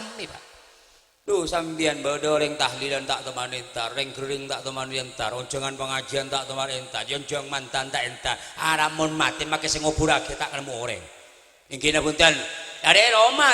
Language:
Madurese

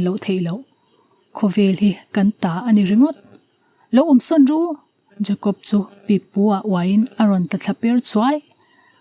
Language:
Mizo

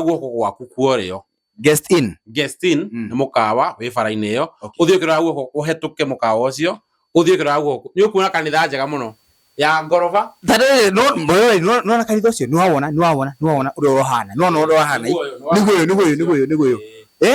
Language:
Kikuyu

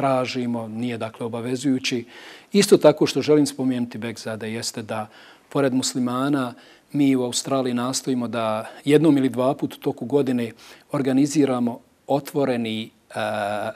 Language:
Bosnian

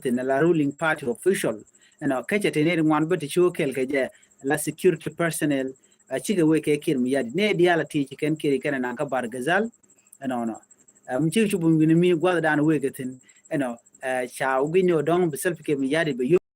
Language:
Nuer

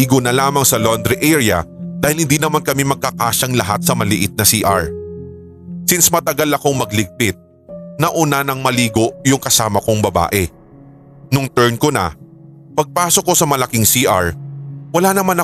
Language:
Filipino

